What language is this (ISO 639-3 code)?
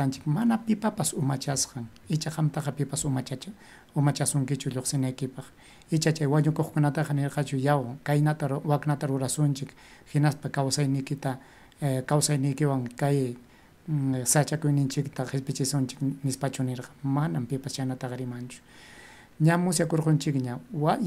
quy